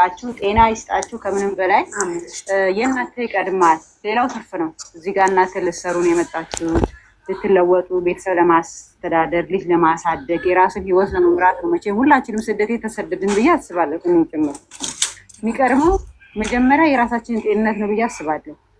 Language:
Amharic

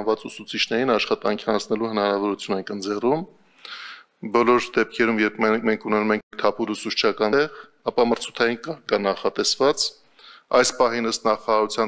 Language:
Armenian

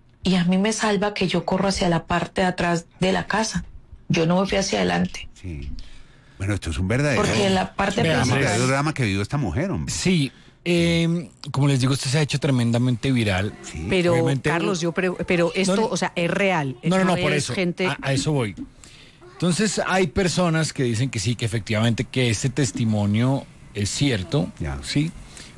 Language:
Spanish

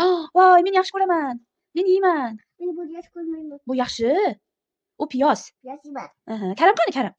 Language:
Uzbek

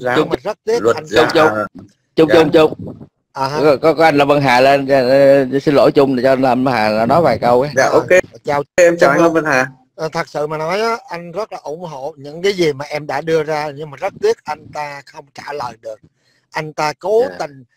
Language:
Vietnamese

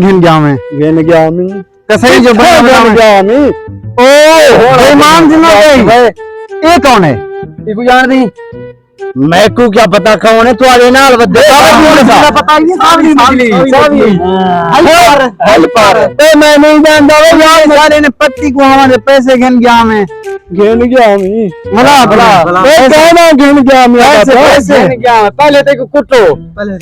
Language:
Saraiki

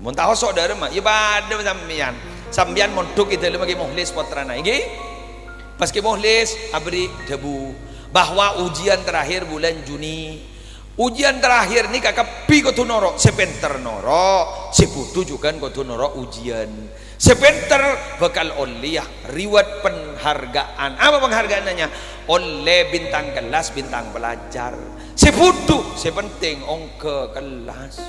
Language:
Madurese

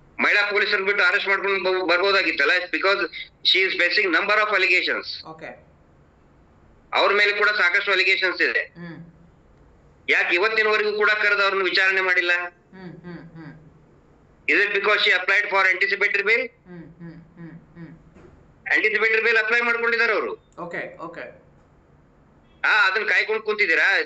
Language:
Kannada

